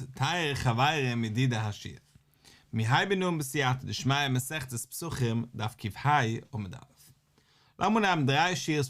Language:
Yiddish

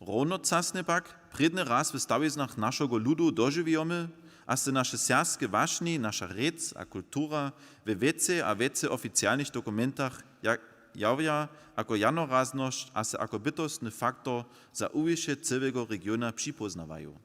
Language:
Upper Sorbian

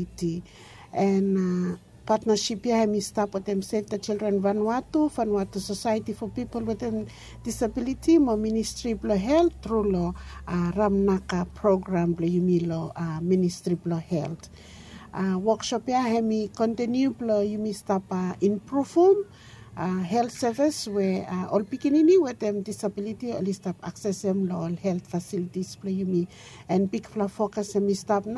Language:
Bislama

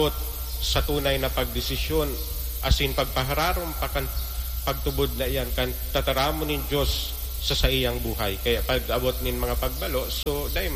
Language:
Bikol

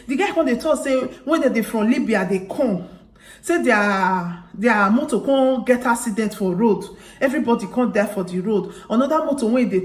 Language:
Nigerian Pidgin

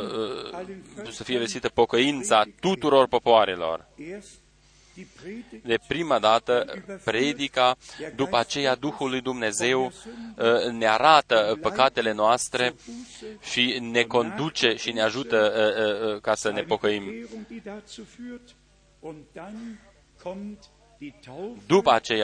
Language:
Romanian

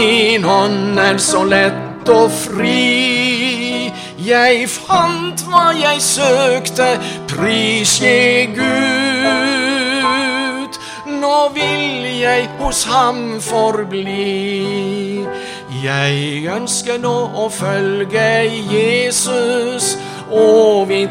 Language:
Norwegian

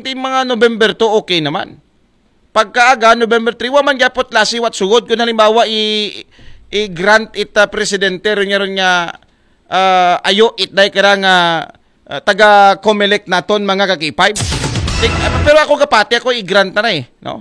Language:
Aklanon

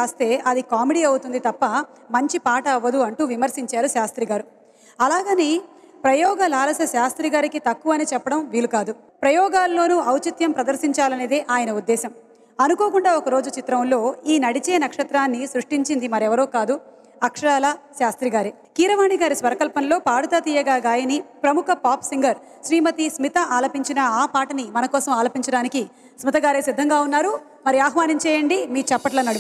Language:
Telugu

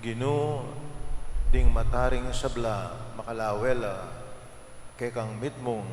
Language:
Pampanga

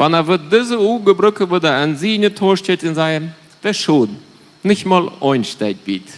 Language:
Plautdietsch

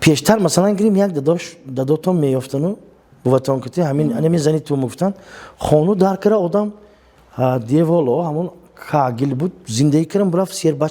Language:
Tajik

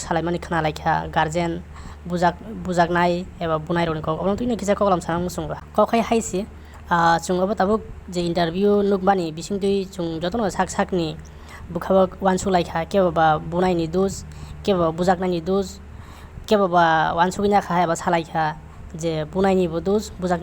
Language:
Kok Borok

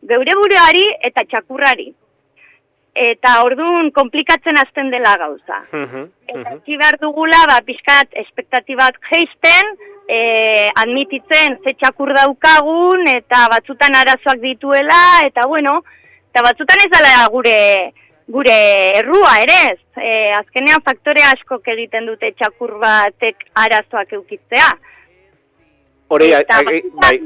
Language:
Basque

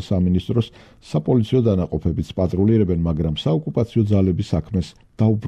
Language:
Georgian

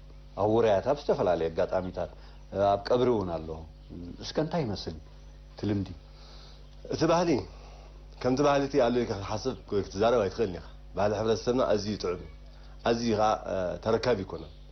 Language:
Tigrinya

